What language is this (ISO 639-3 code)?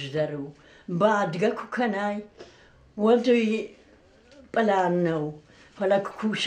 oss